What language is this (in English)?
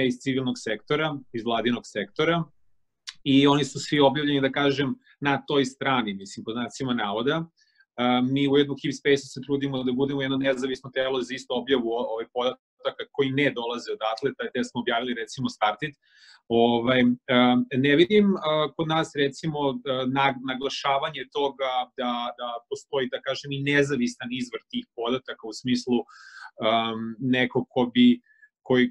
Serbian